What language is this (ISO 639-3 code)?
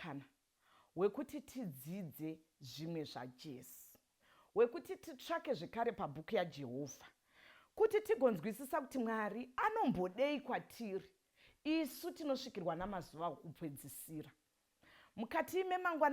sna